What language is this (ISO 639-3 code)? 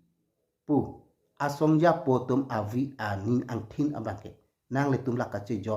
mjw